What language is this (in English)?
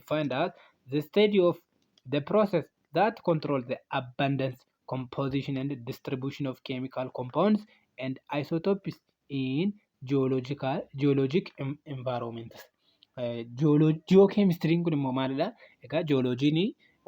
Oromo